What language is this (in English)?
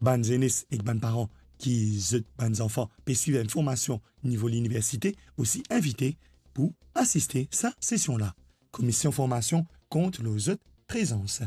Morisyen